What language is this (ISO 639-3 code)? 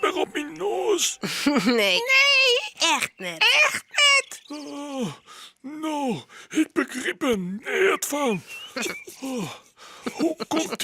fry